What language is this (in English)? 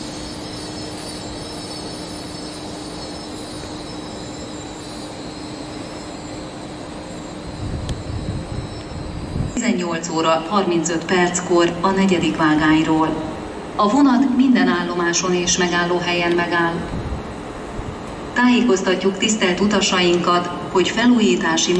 Hungarian